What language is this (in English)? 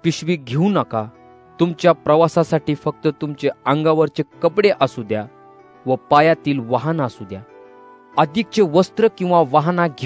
Marathi